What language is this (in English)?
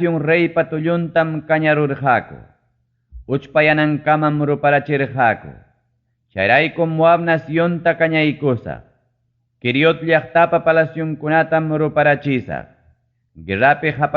Ayacucho Quechua